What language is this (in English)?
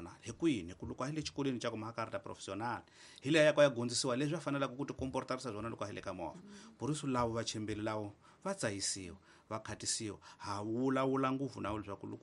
Tsonga